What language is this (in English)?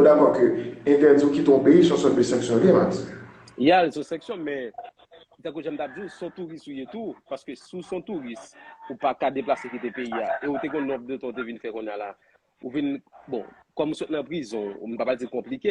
Haitian Creole